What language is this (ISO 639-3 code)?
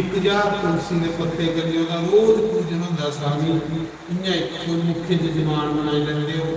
doi